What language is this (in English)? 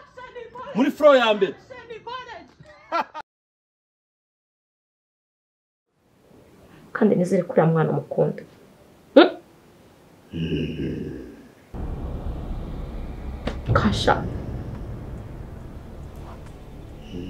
Kinyarwanda